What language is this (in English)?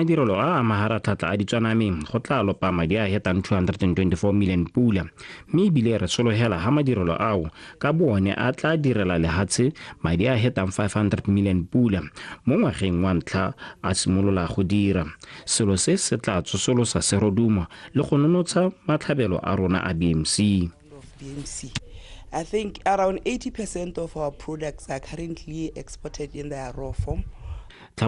Tswana